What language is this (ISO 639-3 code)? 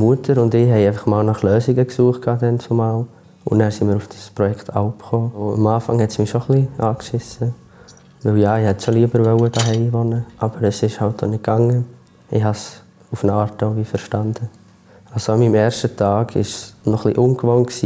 gsw